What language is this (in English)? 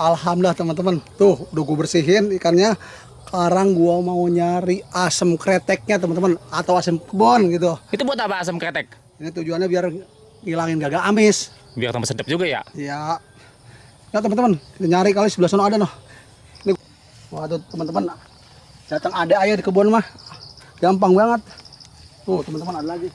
Betawi